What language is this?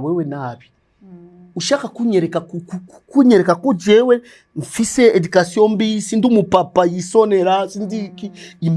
Rundi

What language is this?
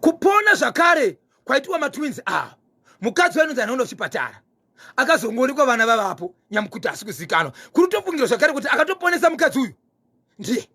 Shona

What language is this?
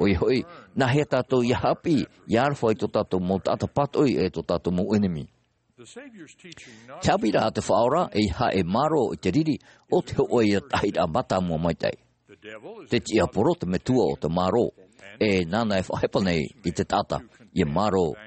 Tahitian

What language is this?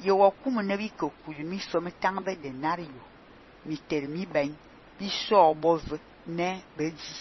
Fang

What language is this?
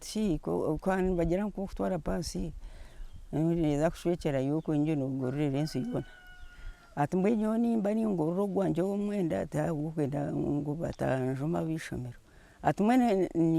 Nyankole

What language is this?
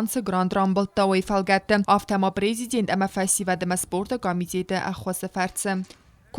Ossetic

